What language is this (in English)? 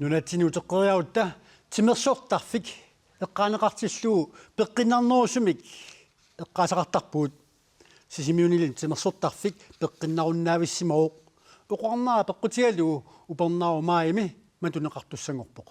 Kalaallisut